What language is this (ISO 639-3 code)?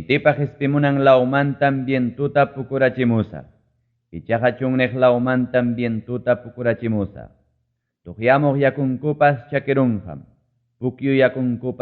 quy